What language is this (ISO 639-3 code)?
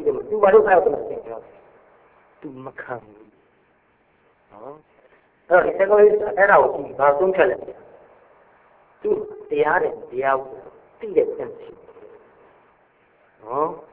mya